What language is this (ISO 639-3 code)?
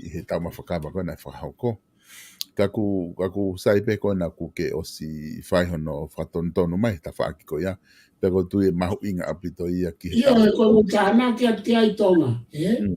ton